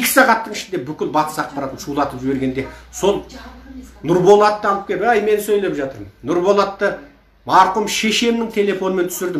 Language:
Kazakh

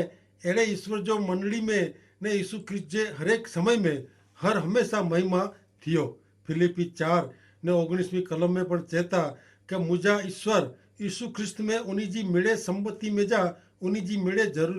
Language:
Kachhi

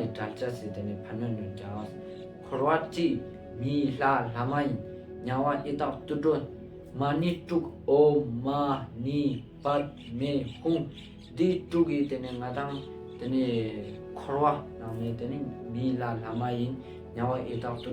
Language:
Ladakhi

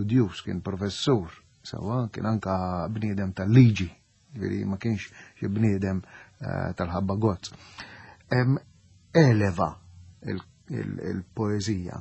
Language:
Maltese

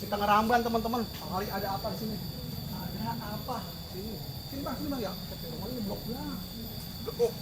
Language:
Betawi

